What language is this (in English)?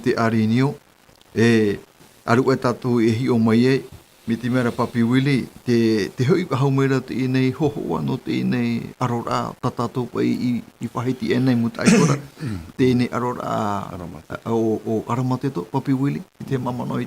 Tahitian